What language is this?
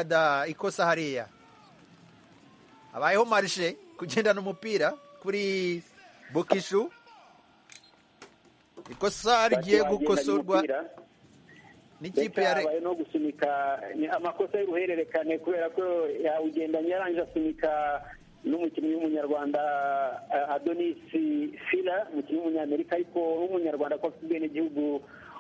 Kinyarwanda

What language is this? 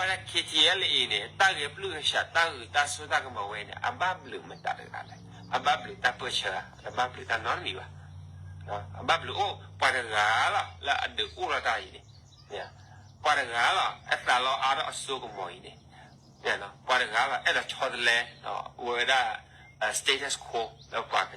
S'gaw Karen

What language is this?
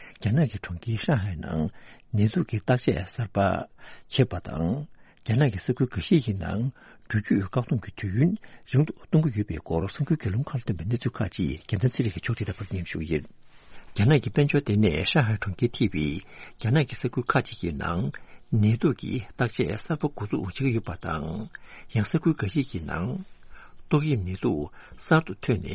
Tibetan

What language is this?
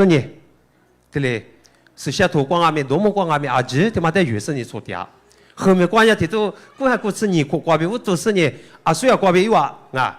Lisu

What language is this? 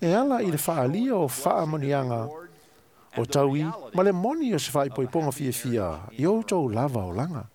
Samoan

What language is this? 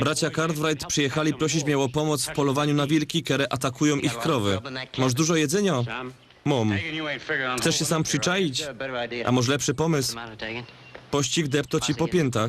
Silesian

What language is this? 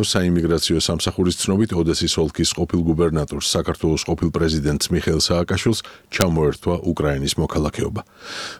Georgian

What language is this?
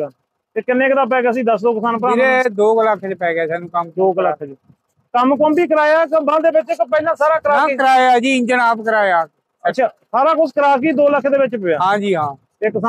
Punjabi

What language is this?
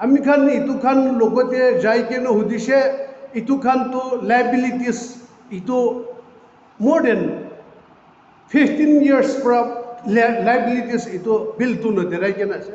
Naga Pidgin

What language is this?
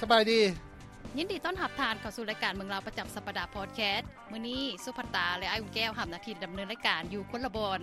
Lao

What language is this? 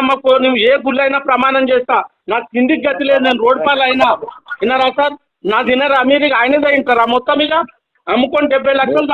Telugu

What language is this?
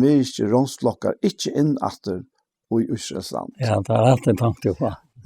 Faroese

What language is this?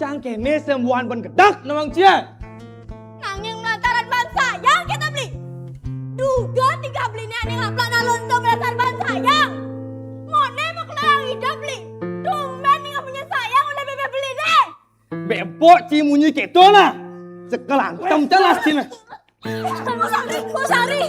Balinese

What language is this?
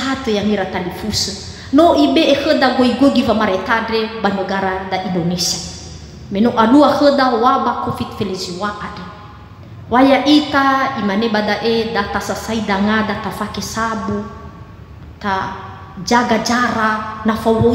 Nias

